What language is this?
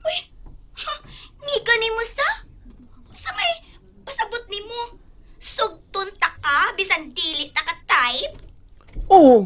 Cebuano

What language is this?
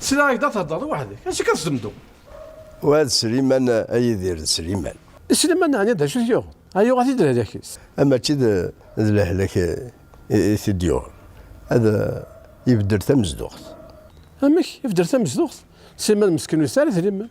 Kabyle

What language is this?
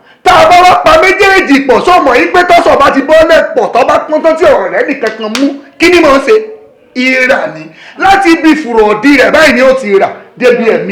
Yoruba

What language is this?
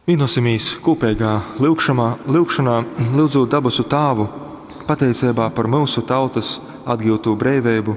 Latgalian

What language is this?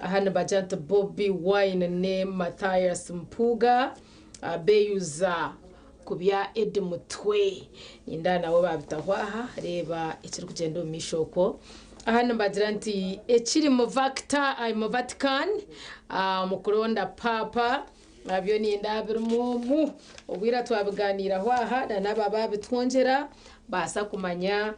Nyankole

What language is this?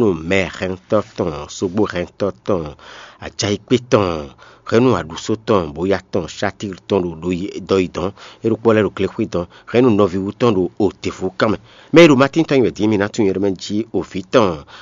Fon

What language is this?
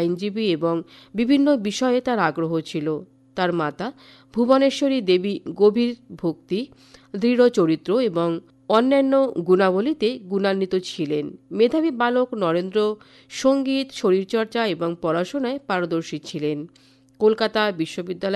Bangla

